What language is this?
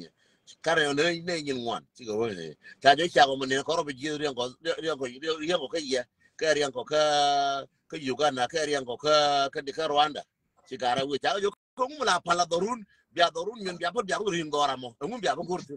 Nuer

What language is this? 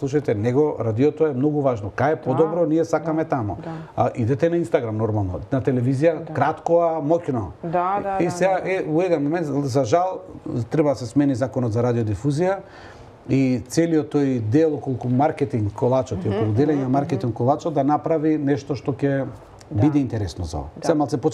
Macedonian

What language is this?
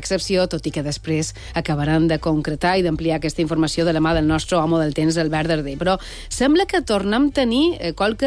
Catalan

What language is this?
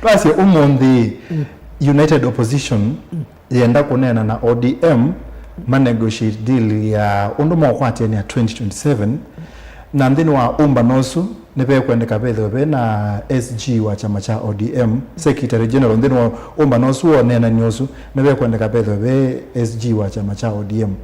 Kamba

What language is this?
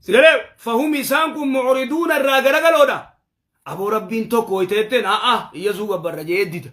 Oromo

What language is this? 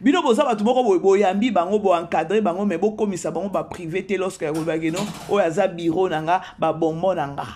Lingala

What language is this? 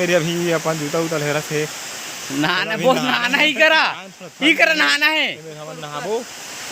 Chhattisgarhi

